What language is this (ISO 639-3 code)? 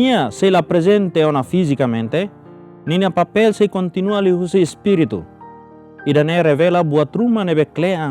tet